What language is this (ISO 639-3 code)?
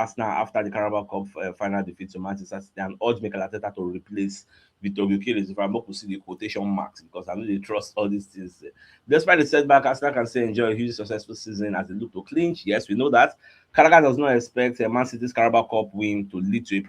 pcm